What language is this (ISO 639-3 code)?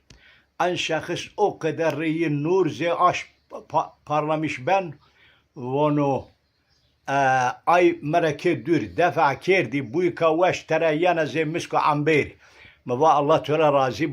zza